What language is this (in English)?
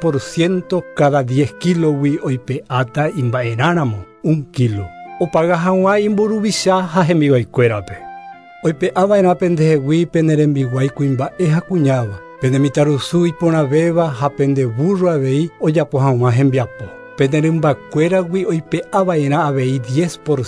Guarani